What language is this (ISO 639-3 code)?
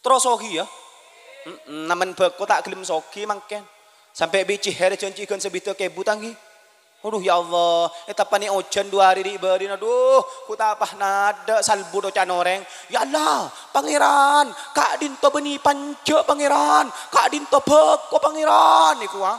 mad